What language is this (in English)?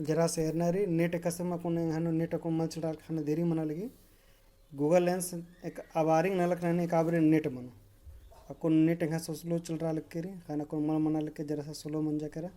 Kurukh